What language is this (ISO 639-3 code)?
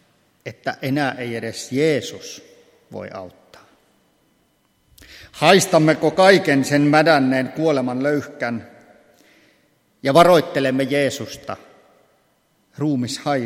fin